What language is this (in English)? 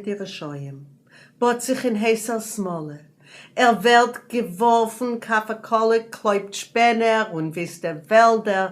Yiddish